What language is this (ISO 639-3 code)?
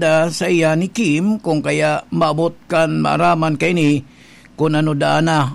bik